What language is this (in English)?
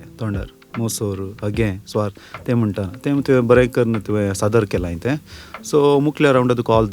Konkani